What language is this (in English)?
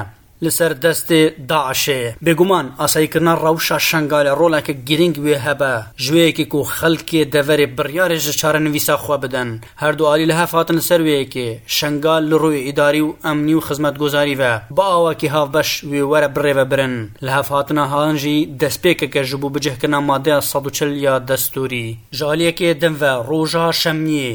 Kurdish